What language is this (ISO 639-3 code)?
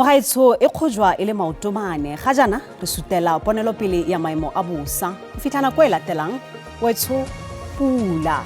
tsn